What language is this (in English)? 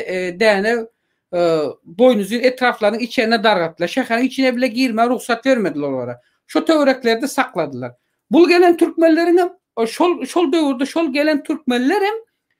Turkmen